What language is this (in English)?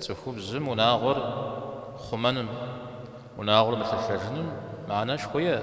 Kabardian